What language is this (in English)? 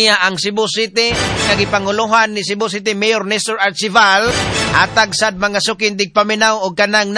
Cebuano